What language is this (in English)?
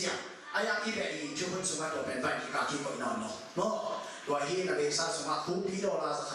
Tedim Chin